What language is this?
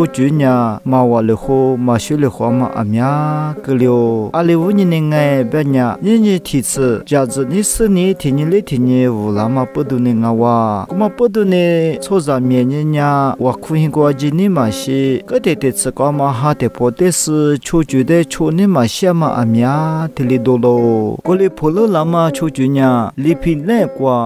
Lisu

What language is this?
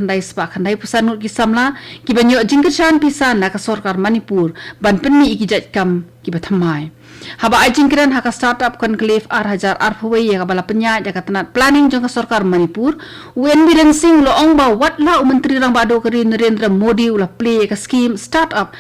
Khasi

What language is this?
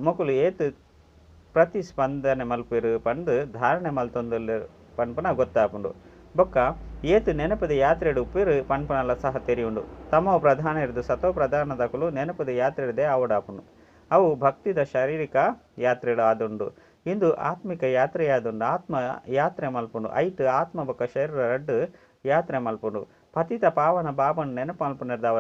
Tulu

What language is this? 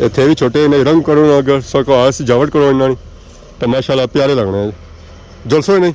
Pahari-Potwari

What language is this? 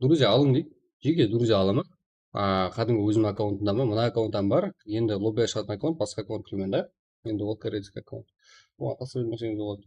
Kara-Kalpak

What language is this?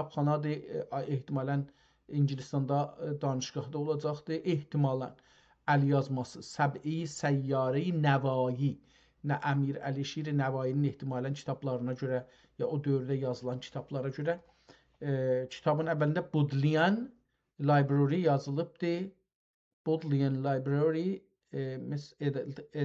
South Azerbaijani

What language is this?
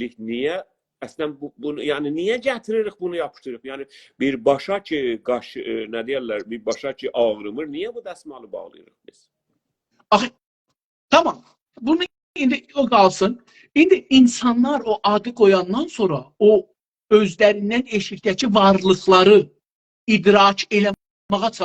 South Azerbaijani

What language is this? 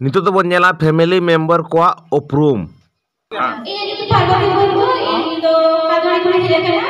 Santali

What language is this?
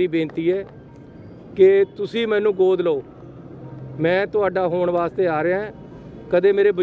Punjabi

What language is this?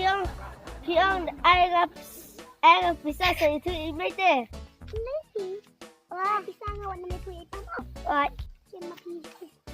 Khasi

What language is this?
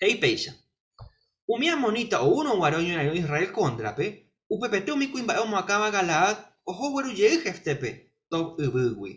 Guarani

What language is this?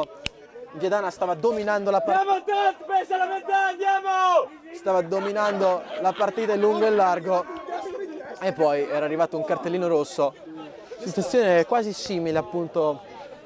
Italian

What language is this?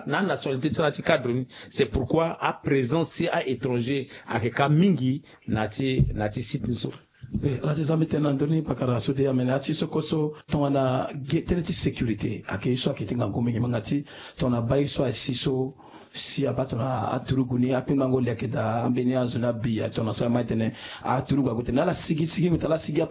Sango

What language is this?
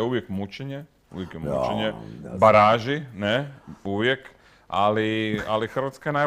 Serbian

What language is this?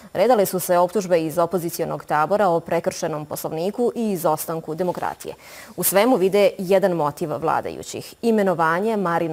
Bosnian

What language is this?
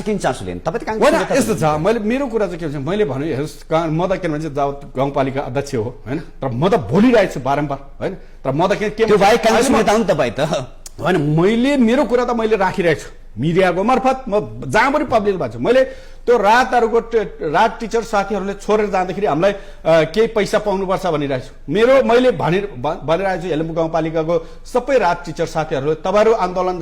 Nepali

